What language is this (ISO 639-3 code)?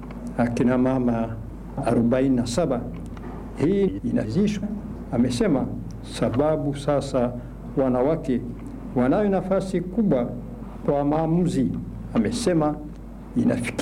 swa